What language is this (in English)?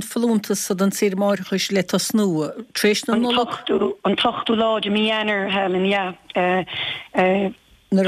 Irish